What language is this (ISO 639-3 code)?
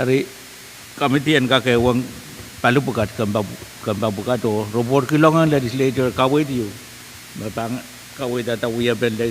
pon